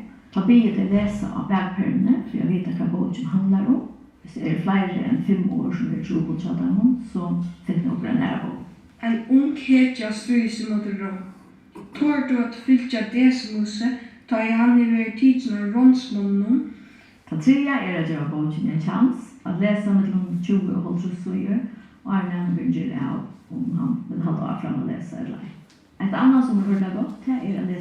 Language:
Faroese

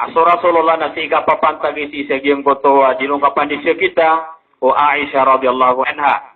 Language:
Maranao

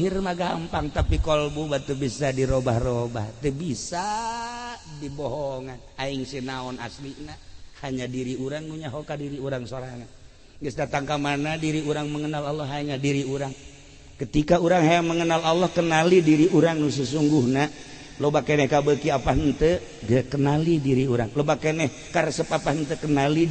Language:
Sundanese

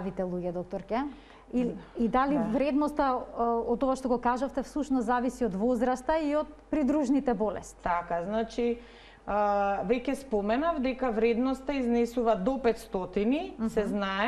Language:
Macedonian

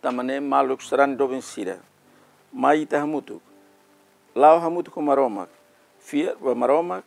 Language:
Tetum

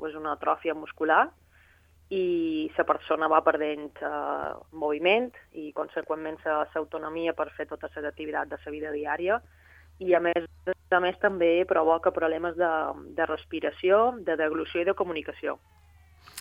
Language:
Catalan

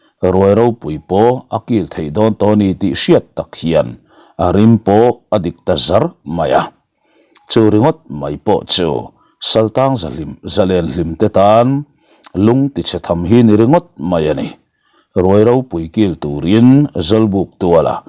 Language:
Mizo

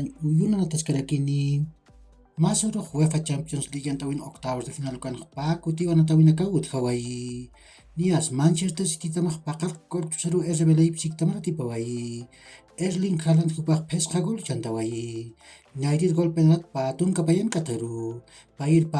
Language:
Aymara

